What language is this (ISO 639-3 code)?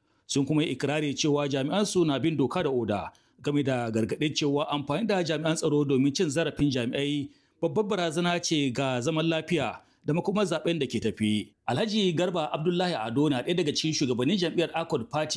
hau